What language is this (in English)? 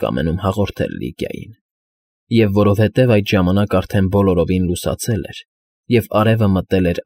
Armenian